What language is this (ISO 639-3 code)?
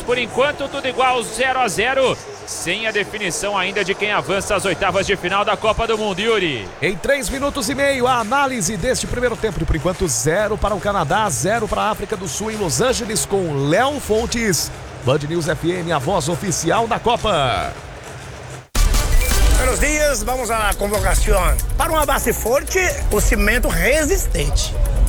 por